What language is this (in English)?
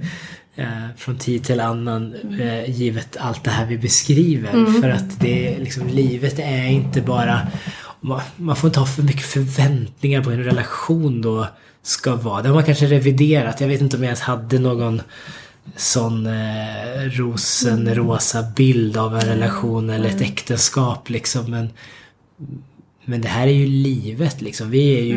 Swedish